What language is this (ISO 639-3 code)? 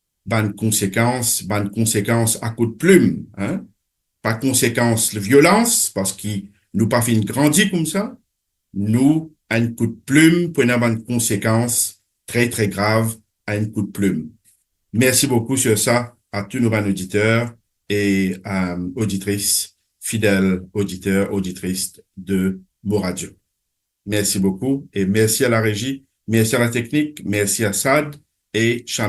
mfe